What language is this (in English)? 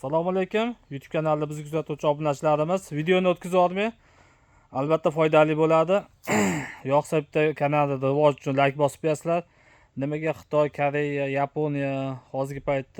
Uzbek